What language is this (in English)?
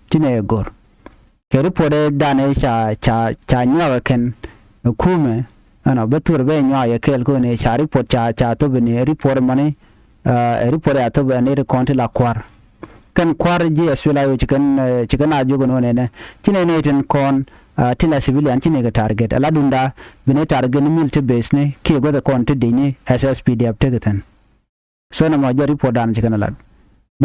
Nuer